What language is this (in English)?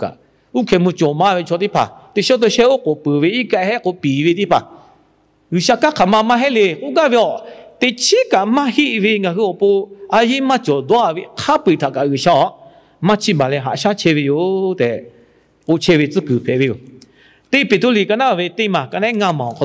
Lahu